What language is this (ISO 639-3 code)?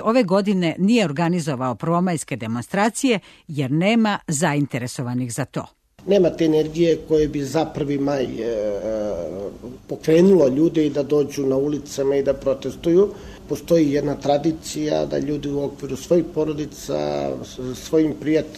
srp